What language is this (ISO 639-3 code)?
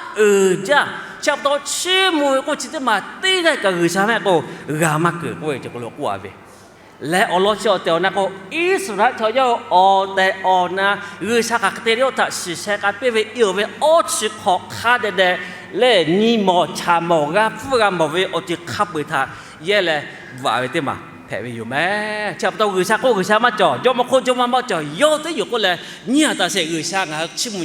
lhu